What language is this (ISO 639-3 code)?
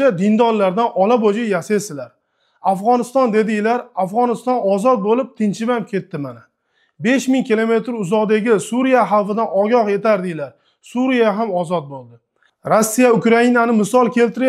uzb